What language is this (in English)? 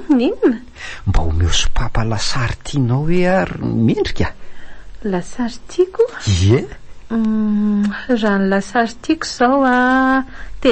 Malagasy